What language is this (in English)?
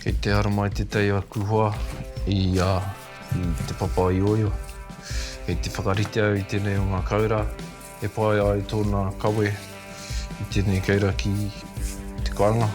Māori